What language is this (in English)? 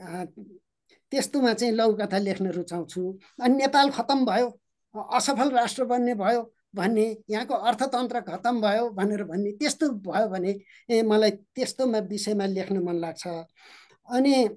Nepali